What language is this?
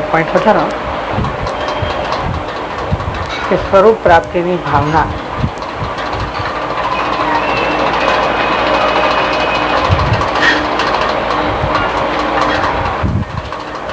Gujarati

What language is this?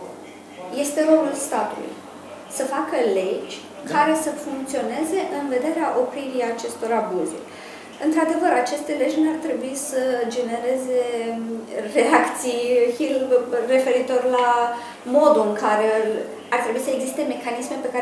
Romanian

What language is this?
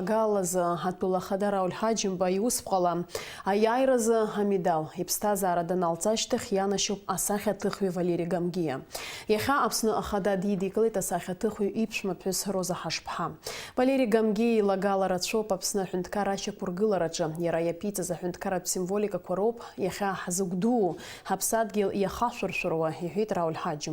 Abkhazian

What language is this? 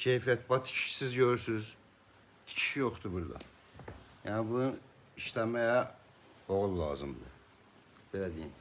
Azerbaijani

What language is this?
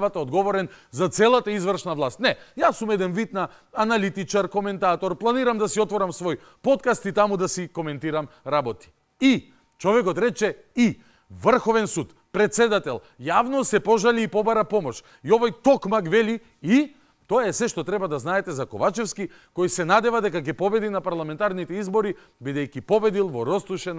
Macedonian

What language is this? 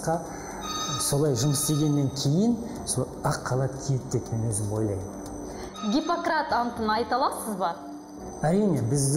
Kazakh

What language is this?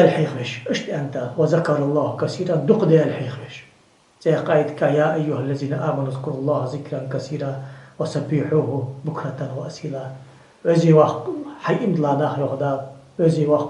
Ingush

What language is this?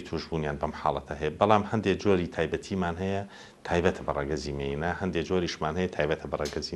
Central Kurdish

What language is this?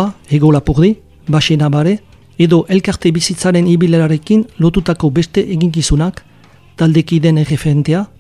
Basque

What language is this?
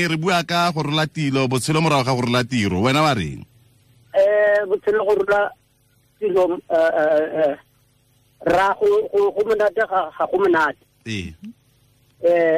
Tswana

